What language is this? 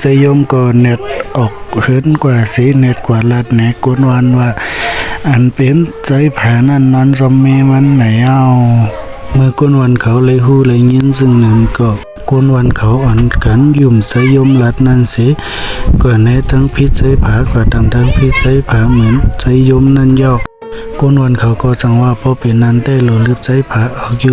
Shan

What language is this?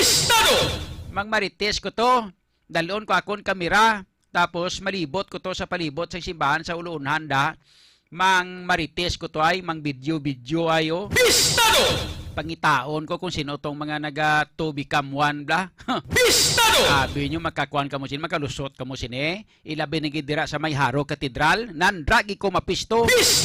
Hiligaynon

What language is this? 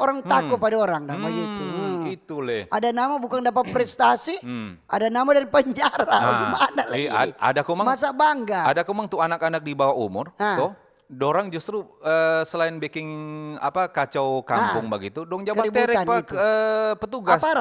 Manado Malay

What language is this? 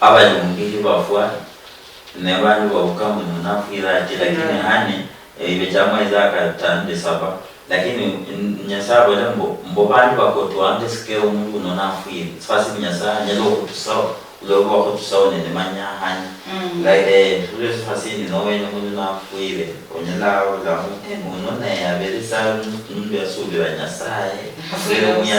Luyia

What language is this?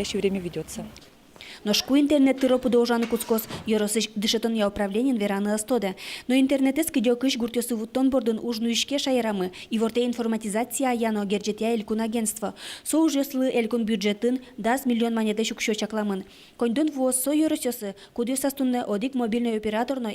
Udmurt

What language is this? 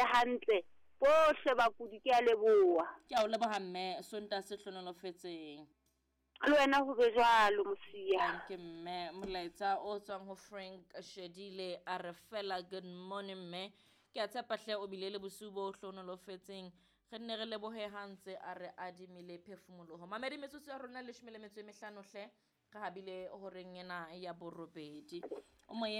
Southern Sotho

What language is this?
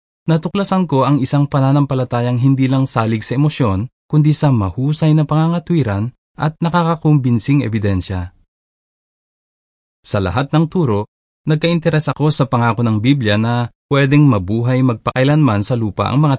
Filipino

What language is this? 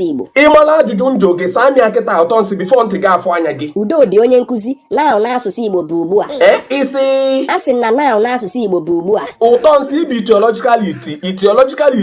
Igbo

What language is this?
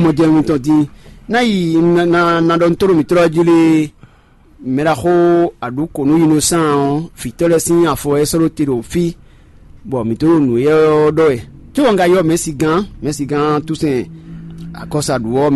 Fon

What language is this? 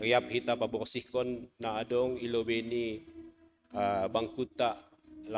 Batak Simalungun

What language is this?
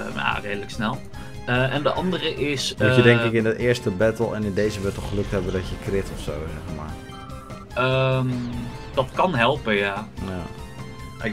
Dutch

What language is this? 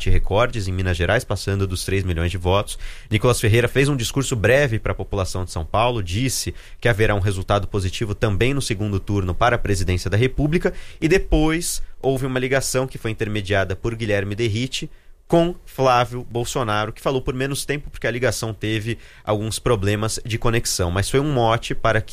Portuguese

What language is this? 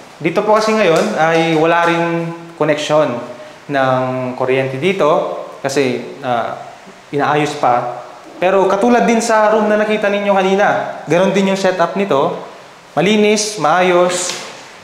Filipino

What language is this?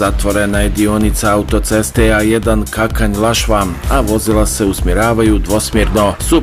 Bosnian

